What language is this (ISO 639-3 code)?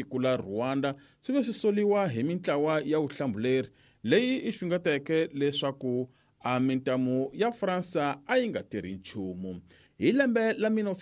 tso